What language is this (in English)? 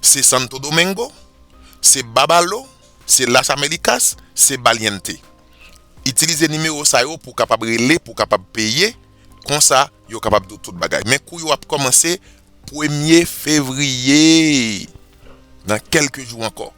Haitian Creole